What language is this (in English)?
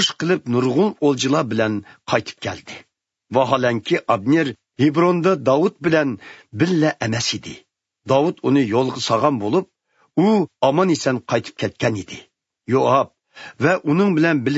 Uyghur